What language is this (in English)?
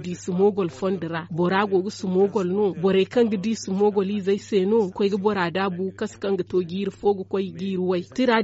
Zarma